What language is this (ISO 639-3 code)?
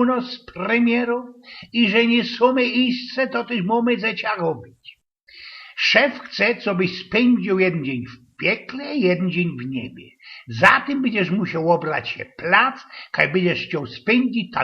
szl